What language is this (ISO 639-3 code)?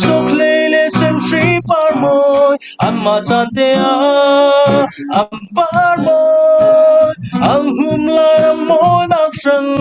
cfm